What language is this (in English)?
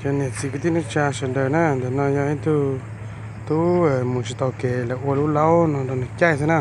Hmong